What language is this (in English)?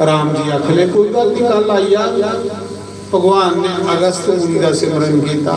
Dogri